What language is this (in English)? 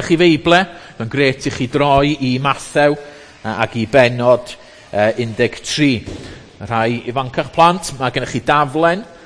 Welsh